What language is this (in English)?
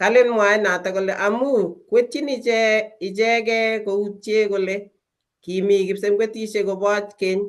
Kalenjin